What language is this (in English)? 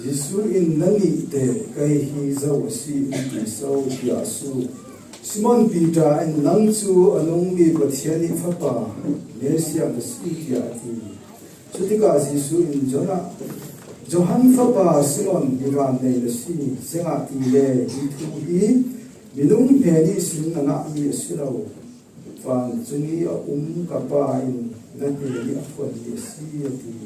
Falam Chin